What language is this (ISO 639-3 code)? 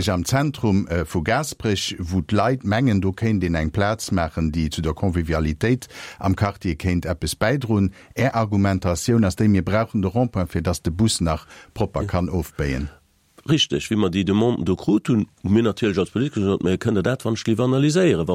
ltz